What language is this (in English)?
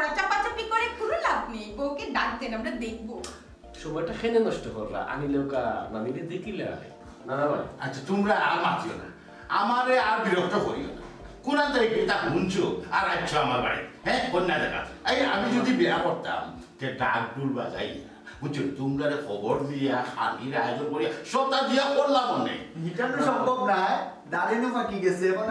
Sylheti